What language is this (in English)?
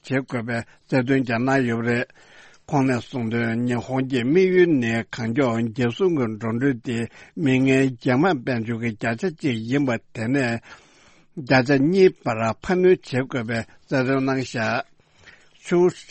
Tibetan